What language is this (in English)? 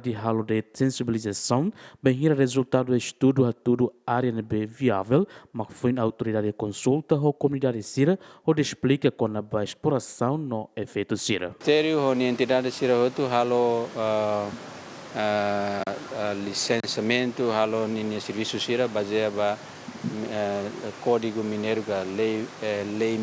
Tetum